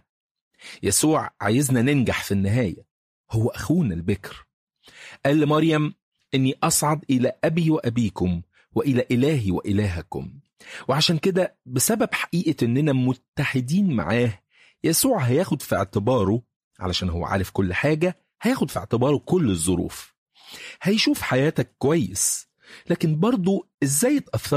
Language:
Egyptian Arabic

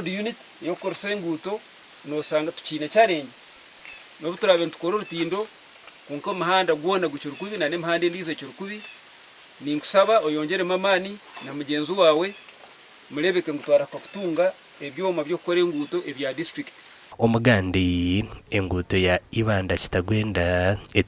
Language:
Nyankole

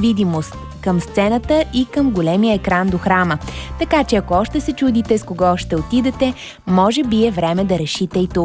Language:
Bulgarian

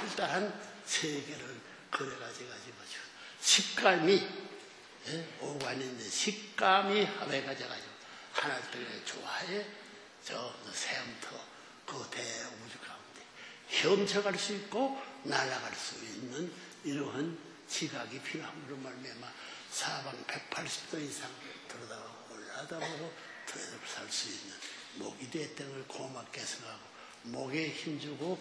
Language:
Korean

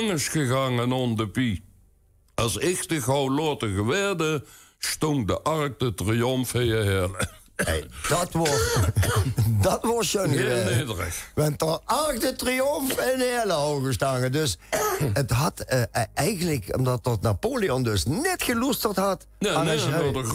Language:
Limburgish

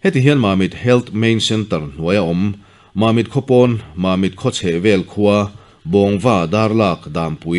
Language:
Mizo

